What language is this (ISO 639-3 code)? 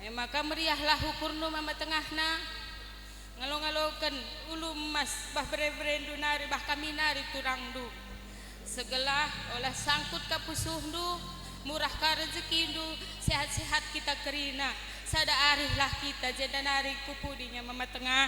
btx